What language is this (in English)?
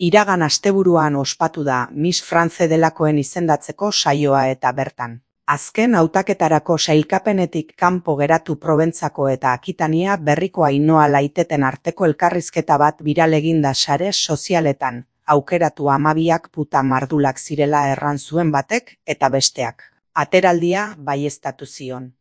Basque